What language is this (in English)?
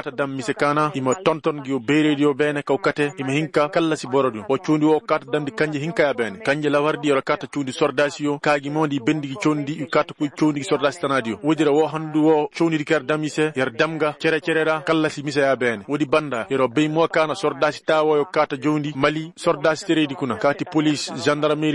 Koyraboro Senni